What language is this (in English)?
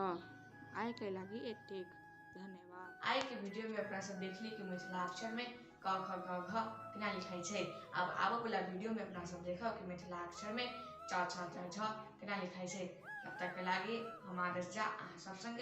Maithili